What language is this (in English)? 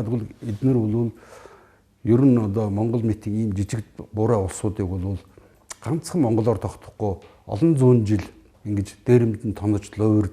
Mongolian